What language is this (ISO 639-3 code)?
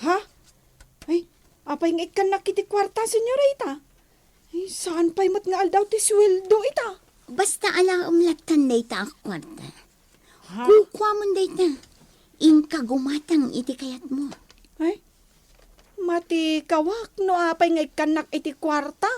ilo